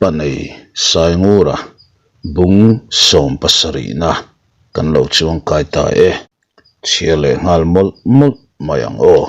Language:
Mizo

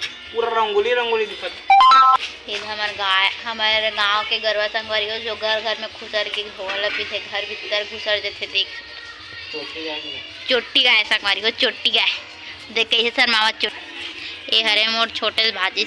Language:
Chhattisgarhi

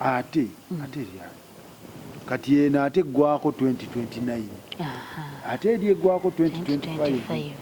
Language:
Ganda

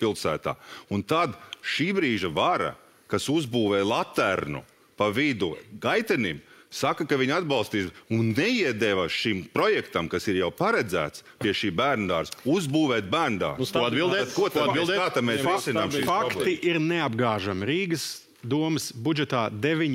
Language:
Latvian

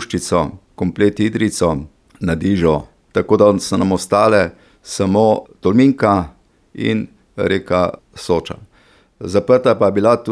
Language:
Slovenian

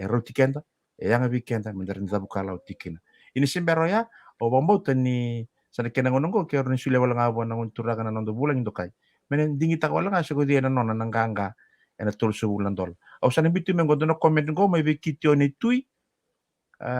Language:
Fijian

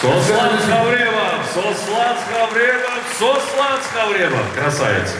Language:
Ossetic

